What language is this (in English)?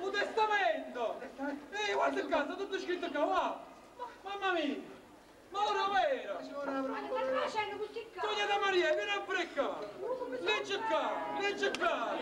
Neapolitan